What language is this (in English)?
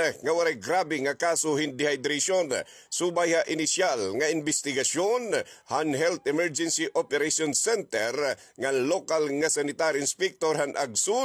Waray